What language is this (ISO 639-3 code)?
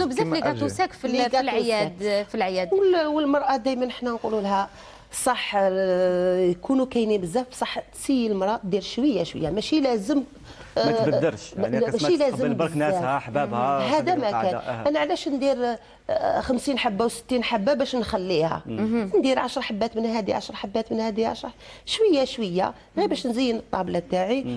arq